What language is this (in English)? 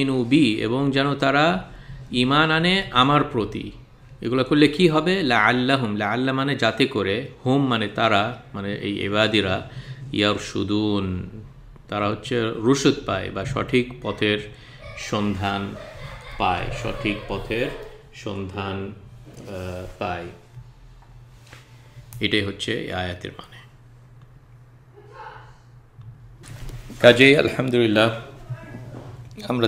Bangla